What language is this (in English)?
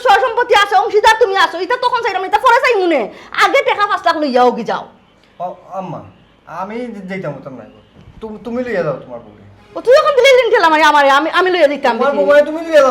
Sylheti